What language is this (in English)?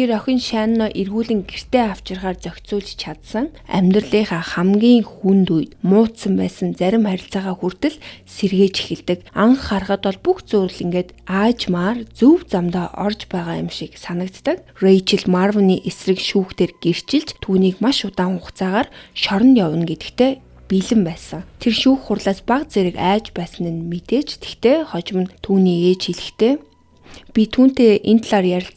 Mongolian